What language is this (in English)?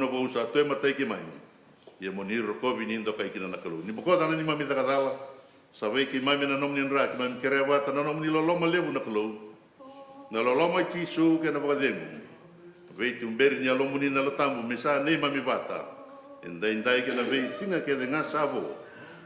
Fijian